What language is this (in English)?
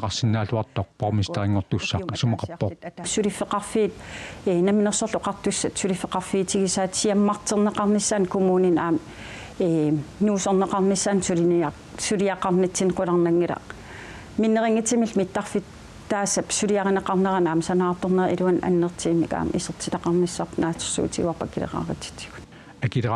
Kalaallisut